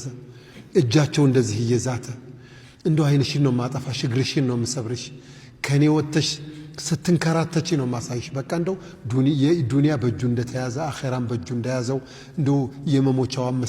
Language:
Amharic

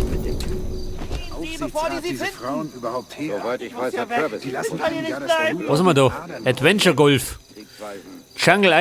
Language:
Bavarian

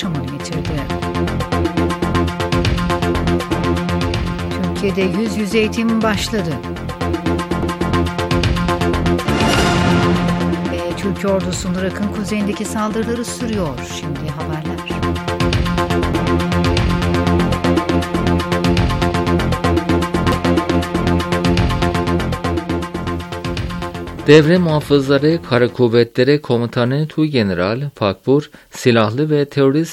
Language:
Turkish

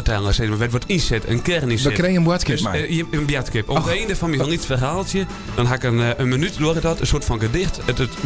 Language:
Western Frisian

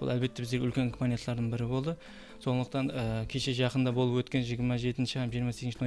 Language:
Kara-Kalpak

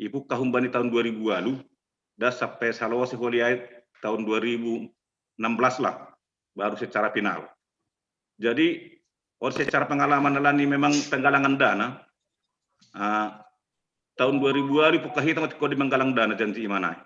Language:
Batak Simalungun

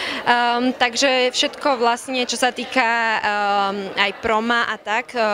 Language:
Slovak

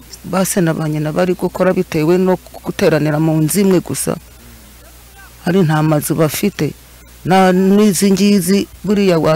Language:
Kinyarwanda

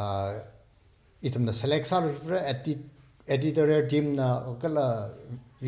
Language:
Tangkhul Naga (India)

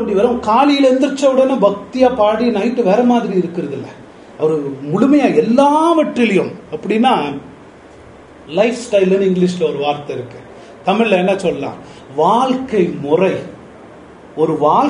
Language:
Tamil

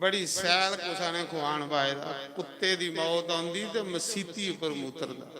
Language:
Dogri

